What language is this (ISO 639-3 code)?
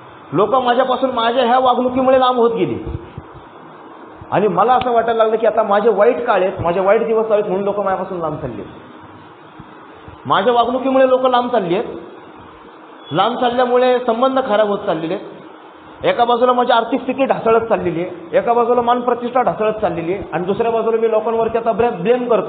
mar